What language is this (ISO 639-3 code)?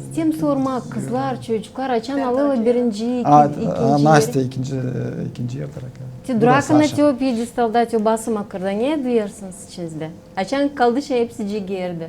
gag